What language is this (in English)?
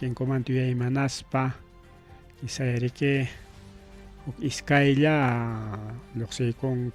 Ayacucho Quechua